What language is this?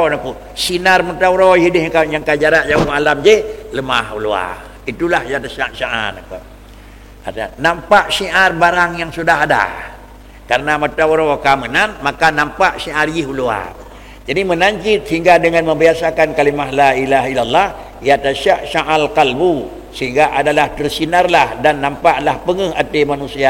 Achinese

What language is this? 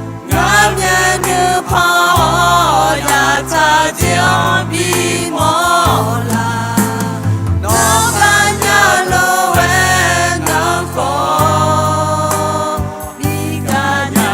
Akha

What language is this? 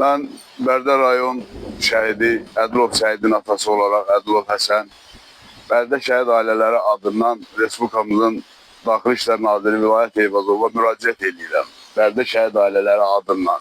Azerbaijani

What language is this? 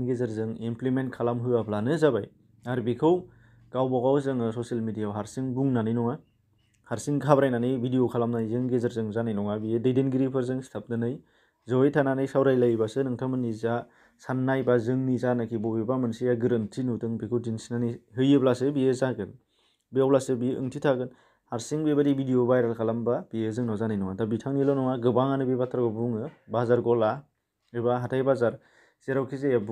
Bodo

